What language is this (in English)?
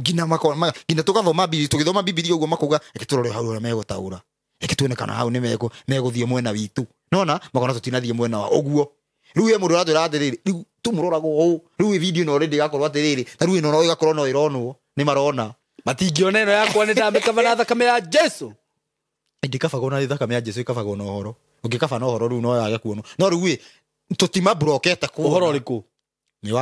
Kikuyu